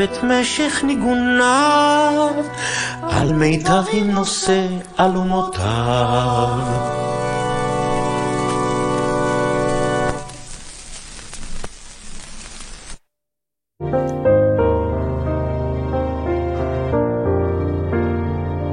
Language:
Hebrew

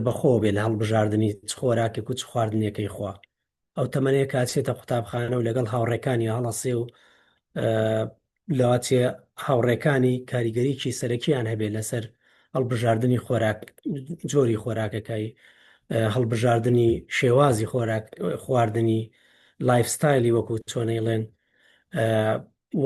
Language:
Central Kurdish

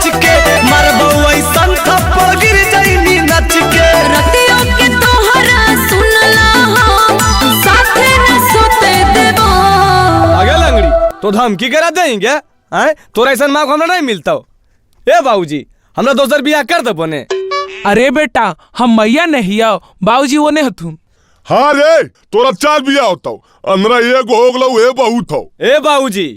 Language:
Magahi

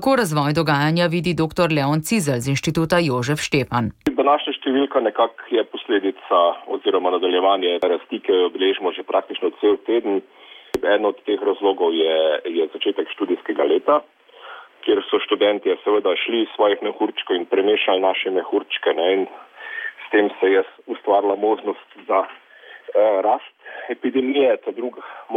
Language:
Slovenian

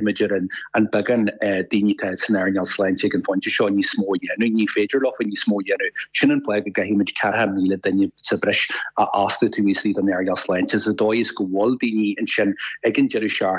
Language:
Irish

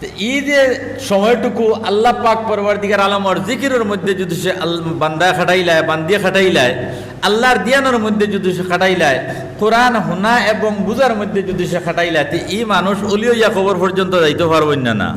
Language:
Sylheti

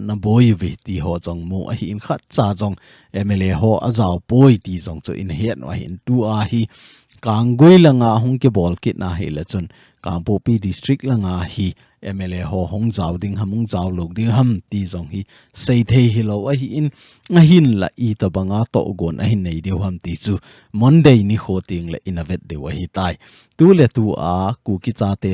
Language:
Thado Chin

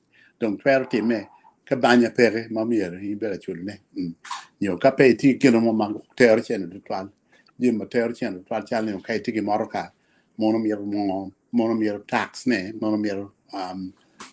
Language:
Acoli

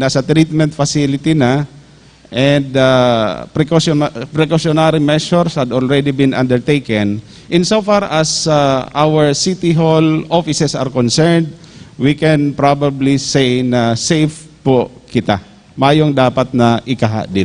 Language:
Bikol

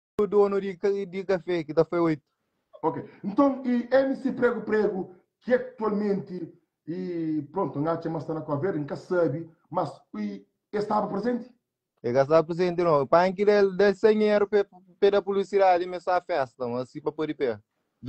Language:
Kabuverdianu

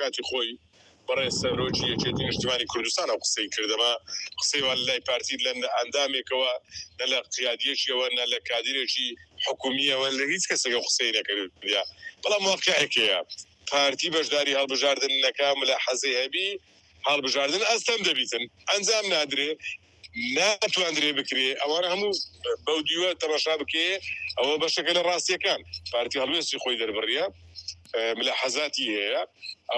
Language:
Central Kurdish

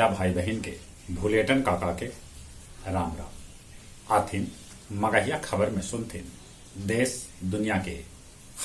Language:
Magahi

